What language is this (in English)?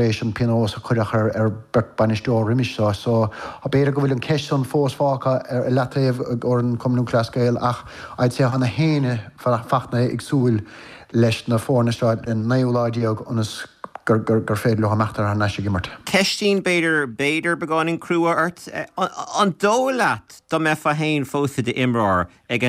Irish